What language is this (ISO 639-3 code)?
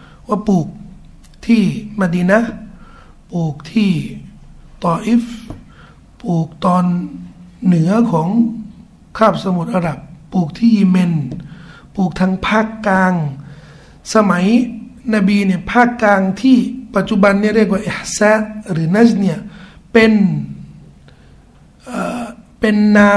tha